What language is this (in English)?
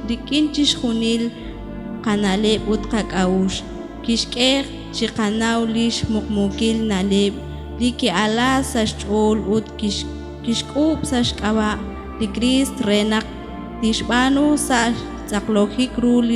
Kekchí